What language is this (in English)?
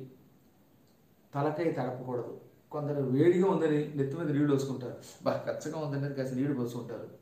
Telugu